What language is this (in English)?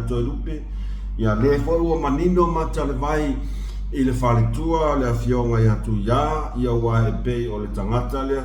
Samoan